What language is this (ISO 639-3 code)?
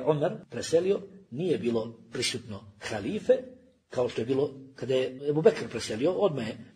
bos